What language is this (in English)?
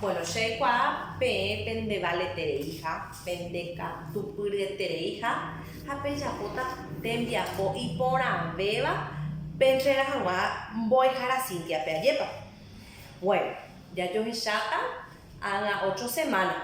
Guarani